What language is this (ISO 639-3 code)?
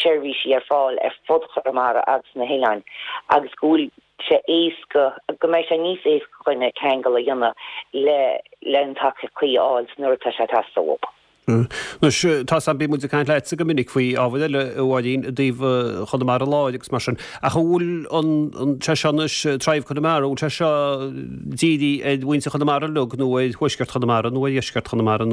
gle